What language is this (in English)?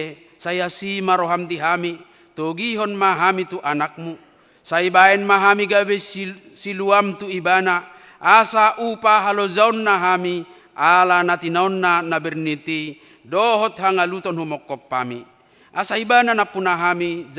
Batak Toba